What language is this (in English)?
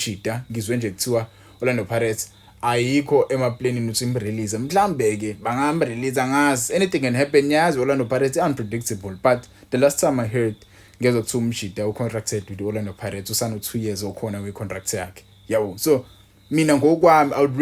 Zulu